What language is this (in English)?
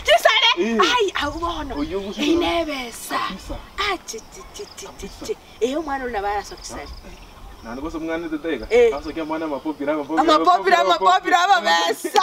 Gusii